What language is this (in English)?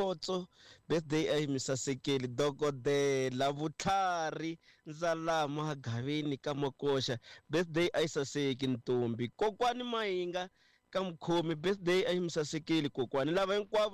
Tsonga